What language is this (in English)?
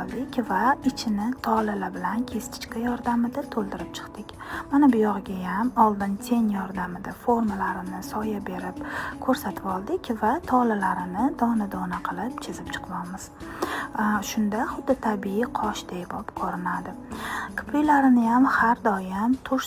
Uzbek